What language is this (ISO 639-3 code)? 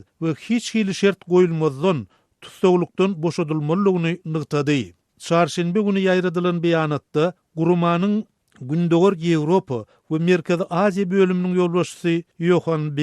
tuk